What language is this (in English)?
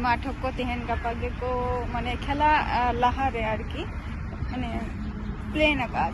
Santali